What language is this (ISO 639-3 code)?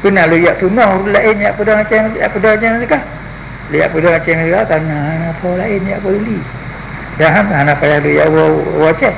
ace